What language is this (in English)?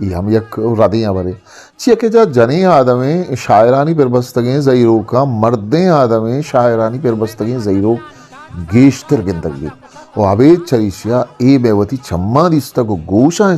Eastern Balochi